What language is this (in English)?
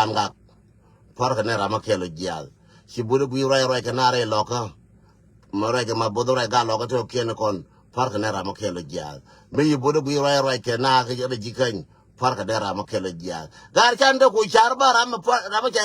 Nuer